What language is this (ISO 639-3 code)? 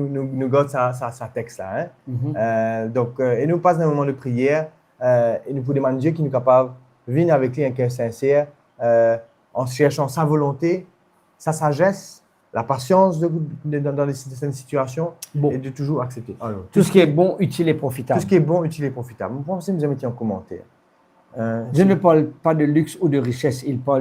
mfe